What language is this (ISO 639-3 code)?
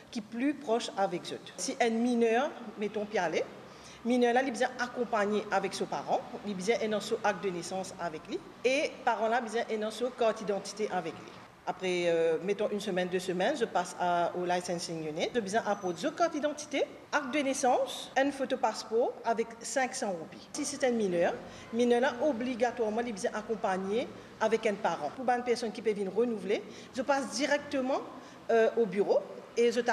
mfe